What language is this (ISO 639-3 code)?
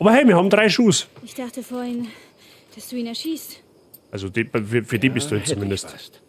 bar